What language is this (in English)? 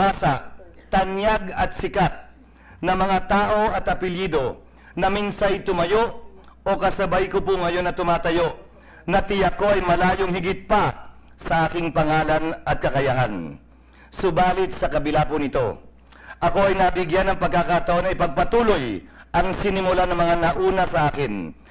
Filipino